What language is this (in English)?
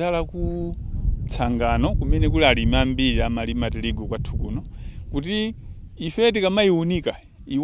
Nyanja